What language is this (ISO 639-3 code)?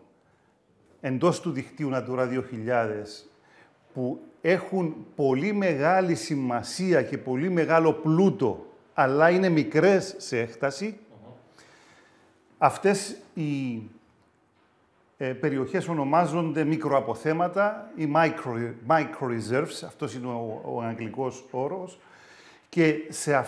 ell